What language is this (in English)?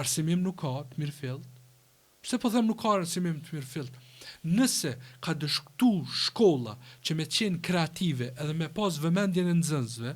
Albanian